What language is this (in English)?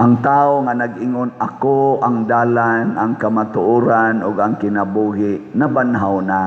Cebuano